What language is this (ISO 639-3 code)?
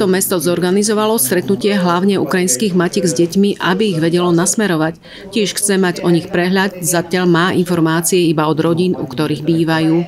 slk